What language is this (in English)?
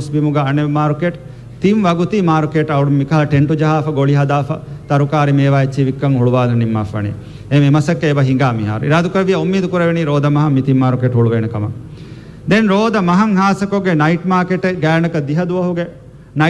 Divehi